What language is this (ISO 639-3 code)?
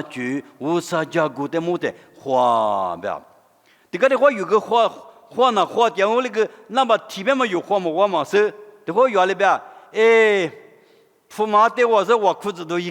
lis